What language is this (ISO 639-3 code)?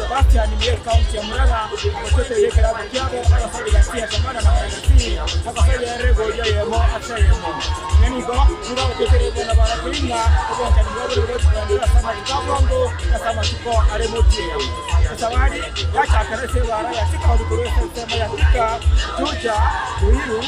guz